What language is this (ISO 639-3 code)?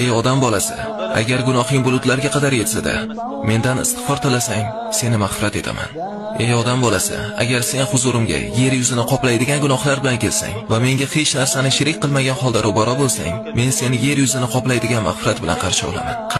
uzb